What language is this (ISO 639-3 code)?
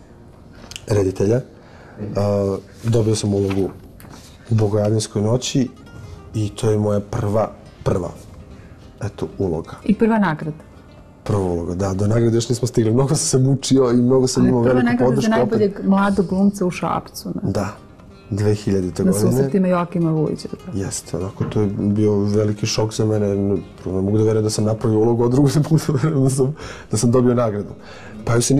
srp